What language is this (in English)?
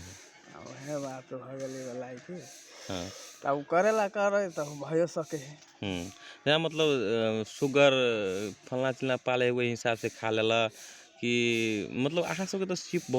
Magahi